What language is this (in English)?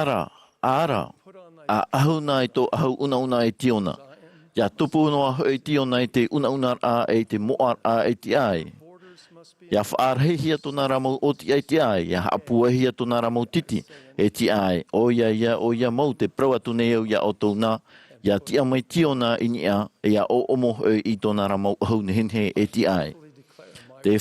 Tahitian